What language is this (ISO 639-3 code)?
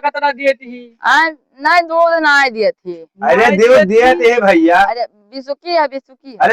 awa